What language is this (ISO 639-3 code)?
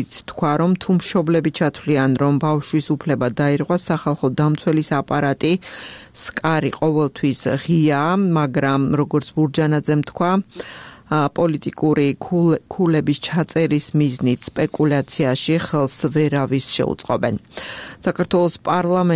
kat